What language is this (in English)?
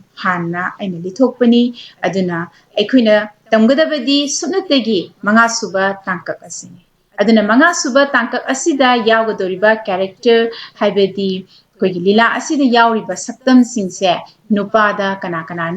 Manipuri